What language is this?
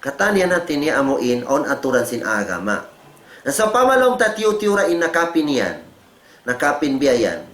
Tausug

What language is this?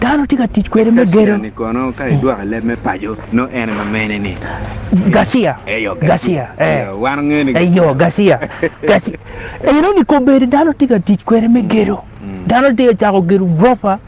Acoli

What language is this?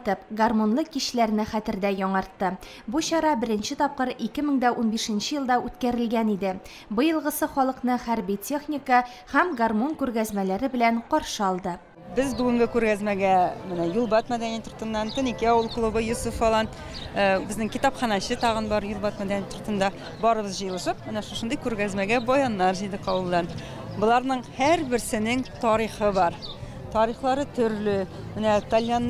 Tatar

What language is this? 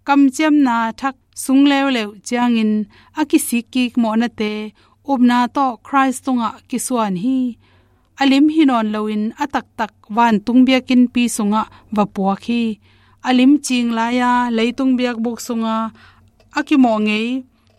Tedim Chin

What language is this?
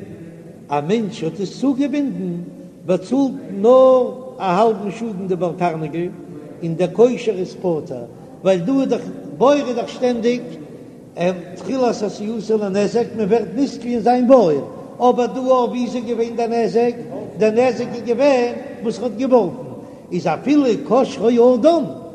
Yiddish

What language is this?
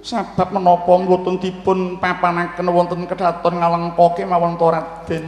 Javanese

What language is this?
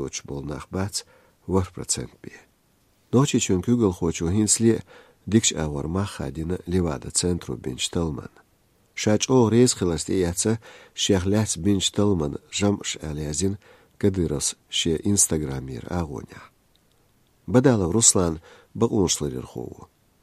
Chechen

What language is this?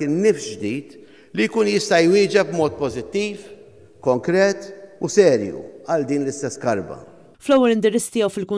Maltese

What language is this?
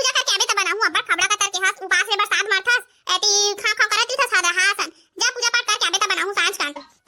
Chhattisgarhi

